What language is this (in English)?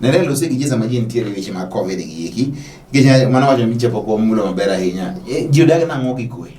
Luo (Kenya and Tanzania)